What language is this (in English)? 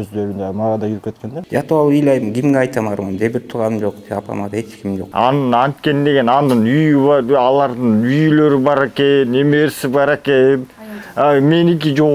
Kyrgyz